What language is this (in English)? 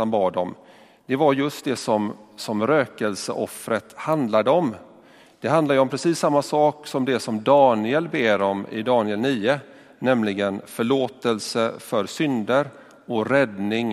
Swedish